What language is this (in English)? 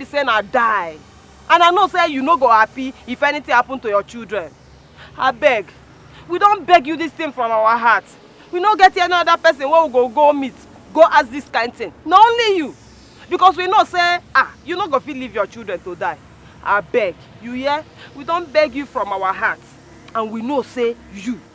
Nigerian Pidgin